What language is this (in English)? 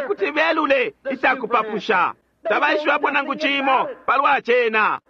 Bemba